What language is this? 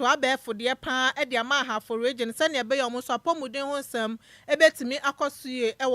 Akan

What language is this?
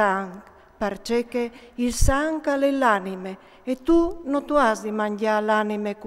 Friulian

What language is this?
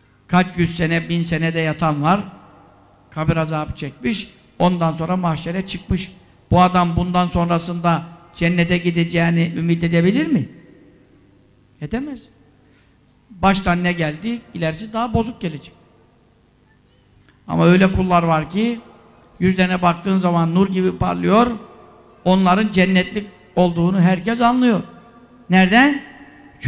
Turkish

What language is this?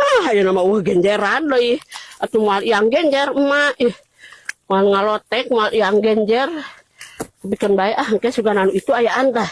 Sundanese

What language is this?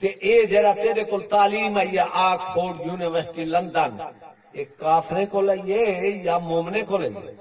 Saraiki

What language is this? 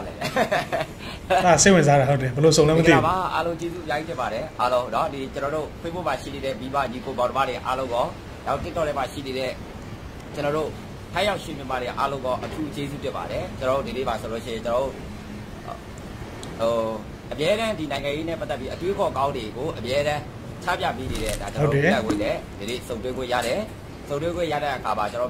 Burmese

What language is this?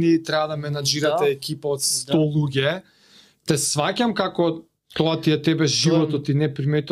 Macedonian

